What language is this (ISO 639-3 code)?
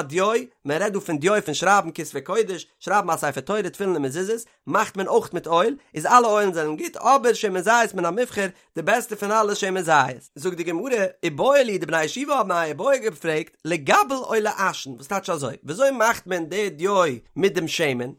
yid